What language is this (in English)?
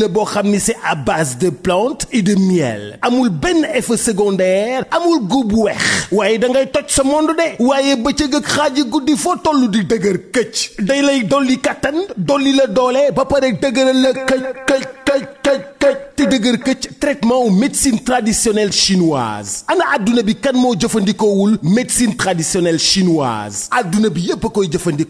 Wolof